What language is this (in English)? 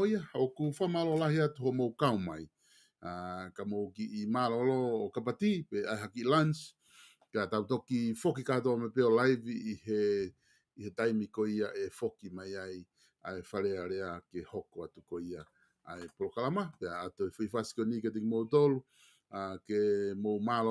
Tongan